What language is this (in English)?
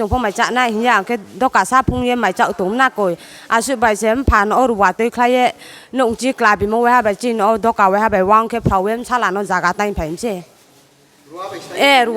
Riang (India)